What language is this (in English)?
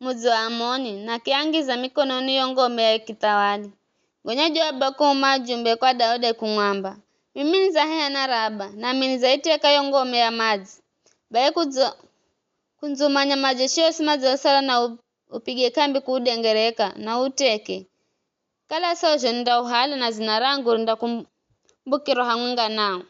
Giryama